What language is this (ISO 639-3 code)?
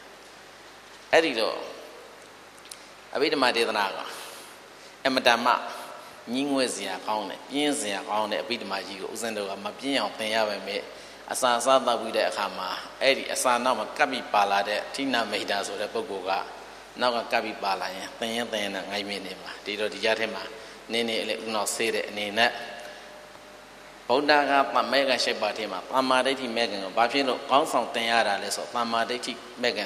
mya